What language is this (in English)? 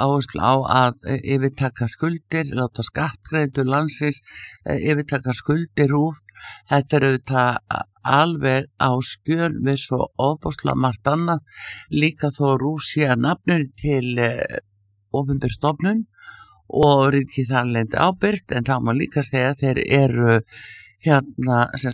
Icelandic